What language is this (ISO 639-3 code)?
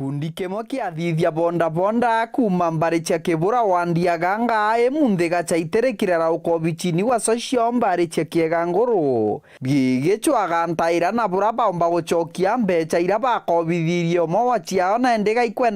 mer